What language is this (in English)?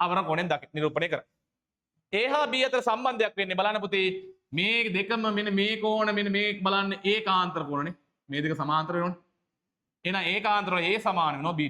Sinhala